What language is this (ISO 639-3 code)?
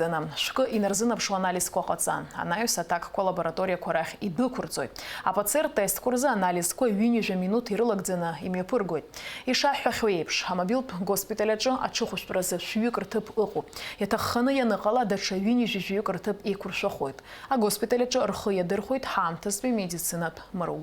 abk